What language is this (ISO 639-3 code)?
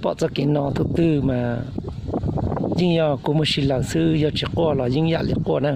hmn